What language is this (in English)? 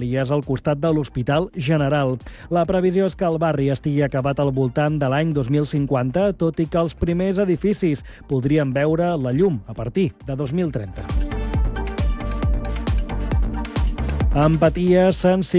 Catalan